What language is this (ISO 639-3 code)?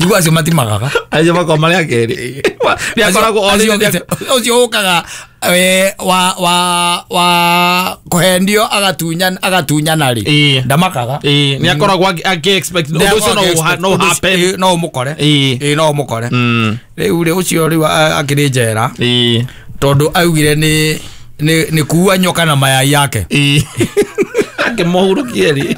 kik